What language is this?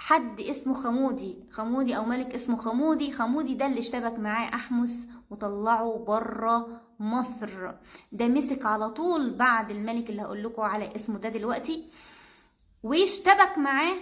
Egyptian Arabic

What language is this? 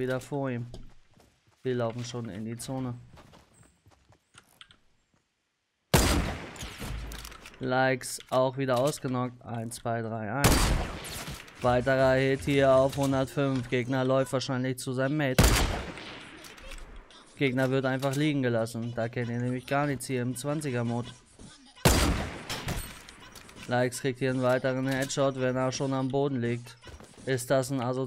German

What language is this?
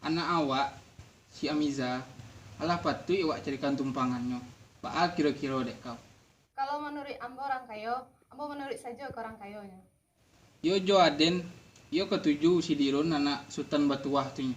Minangkabau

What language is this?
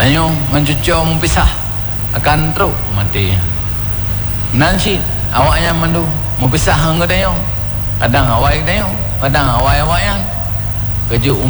Malay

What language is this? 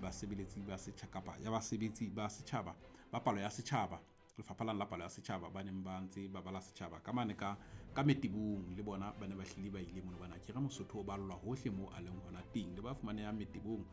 Southern Sotho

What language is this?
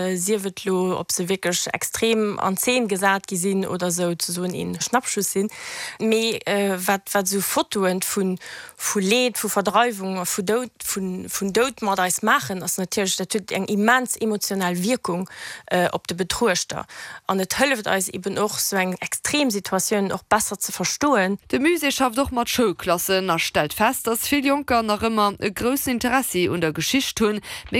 Luxembourgish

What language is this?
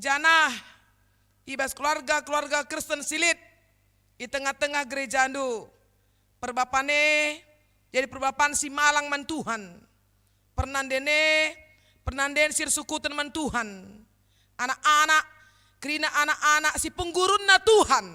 Batak Karo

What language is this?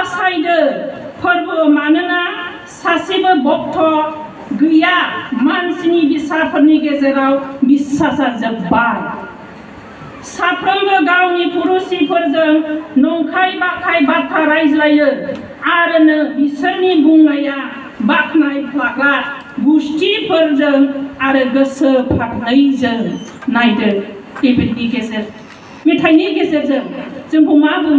Bodo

